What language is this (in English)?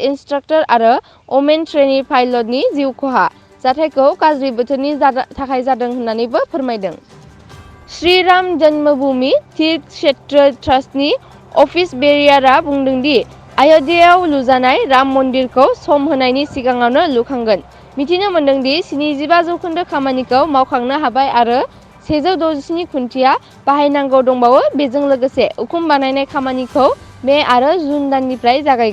Bodo